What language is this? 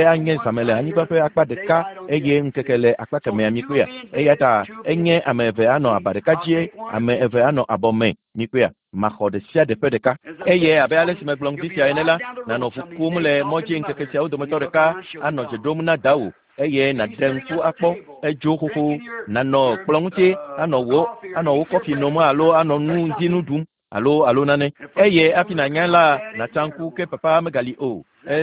Ewe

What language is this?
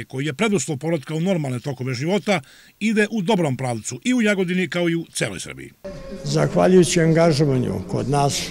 Serbian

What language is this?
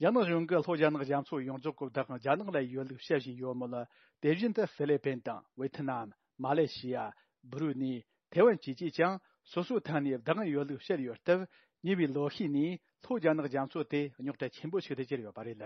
Tibetan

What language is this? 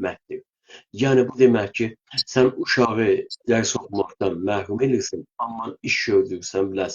South Azerbaijani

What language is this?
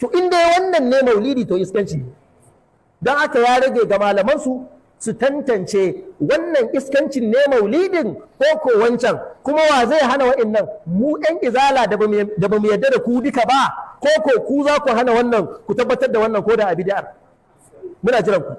Hausa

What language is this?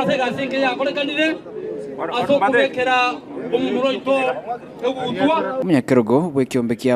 Gusii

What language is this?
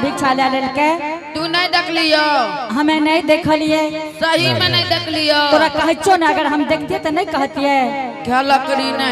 Angika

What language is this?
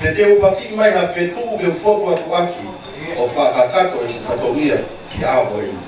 Tongan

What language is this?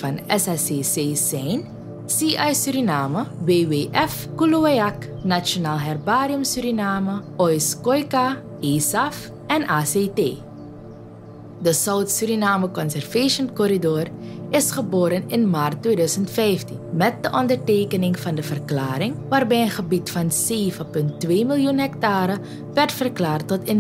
Dutch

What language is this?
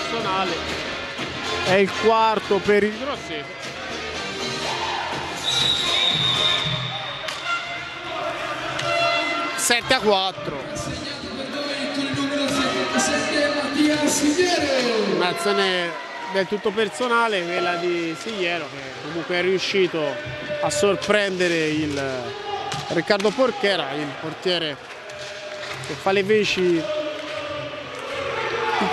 Italian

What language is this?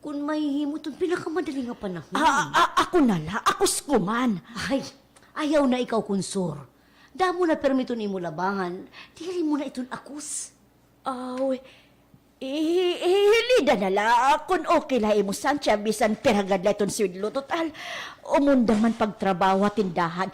Waray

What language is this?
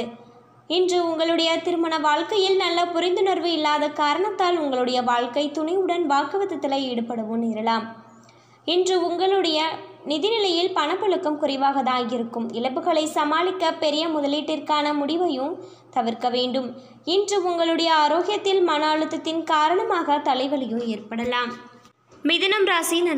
Tamil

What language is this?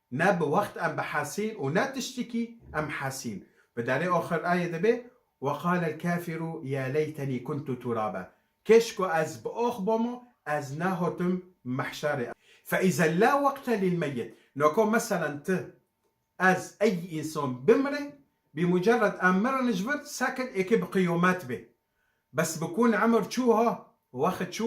Kurdish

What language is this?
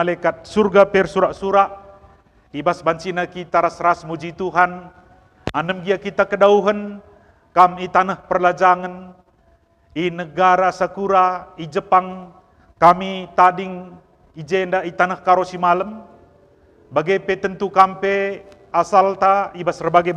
Batak Karo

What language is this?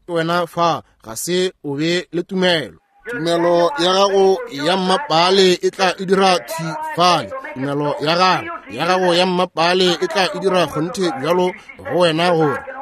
Northern Sotho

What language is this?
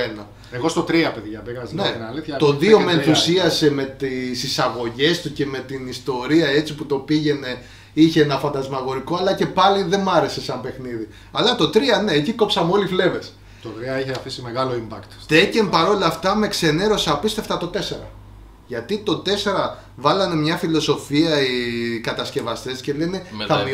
Greek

